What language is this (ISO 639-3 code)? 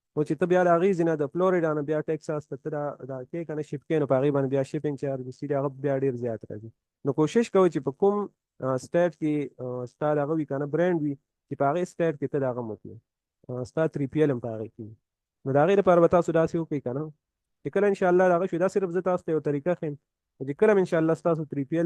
pus